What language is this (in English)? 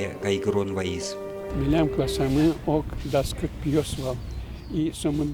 Udmurt